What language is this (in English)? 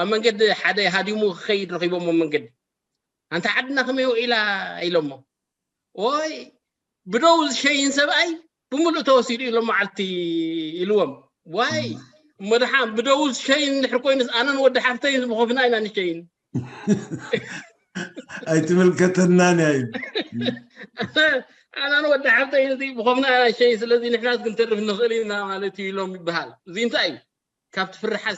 Tigrinya